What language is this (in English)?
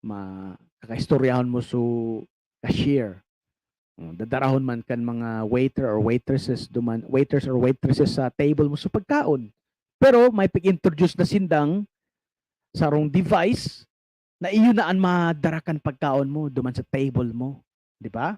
Bikol